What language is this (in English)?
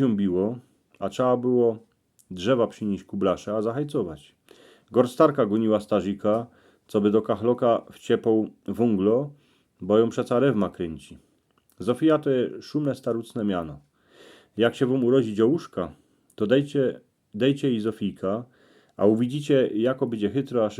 Silesian